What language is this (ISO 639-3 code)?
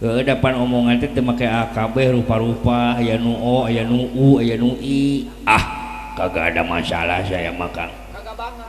sun